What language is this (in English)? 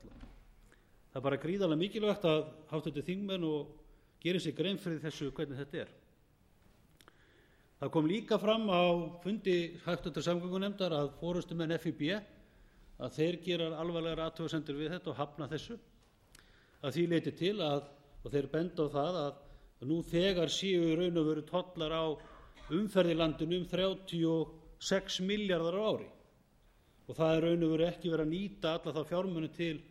Icelandic